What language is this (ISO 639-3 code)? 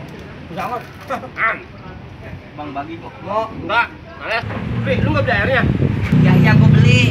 bew